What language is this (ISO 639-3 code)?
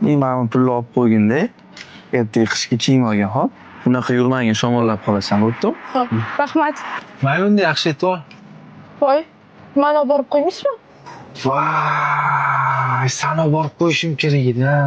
uzb